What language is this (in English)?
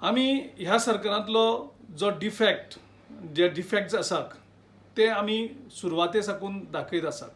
Konkani